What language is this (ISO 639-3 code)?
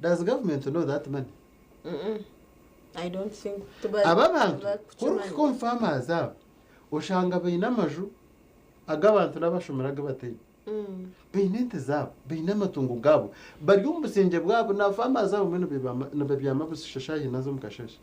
nyn